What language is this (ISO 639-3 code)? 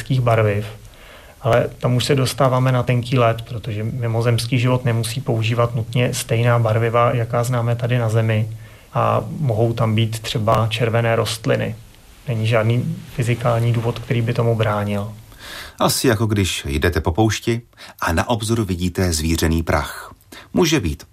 ces